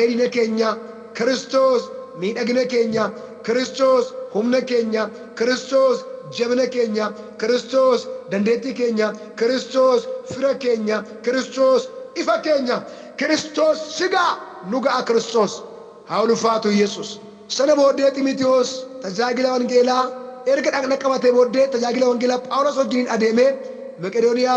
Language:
Oromo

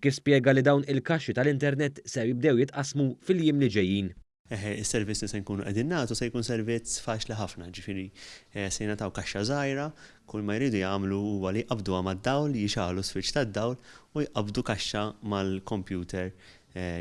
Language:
Maltese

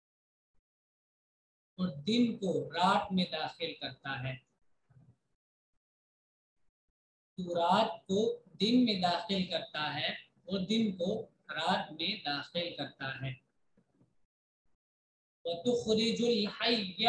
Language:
Urdu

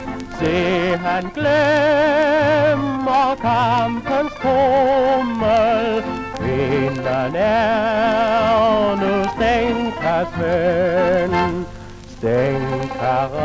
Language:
Danish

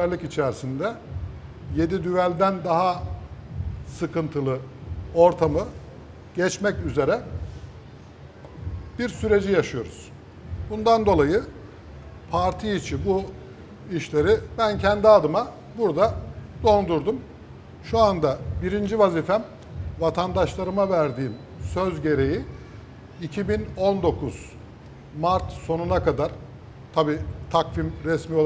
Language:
Turkish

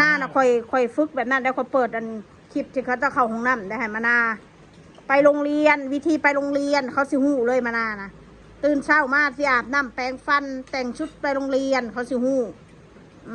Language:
Northeastern Thai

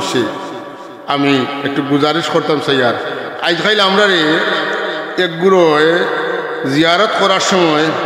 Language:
Sylheti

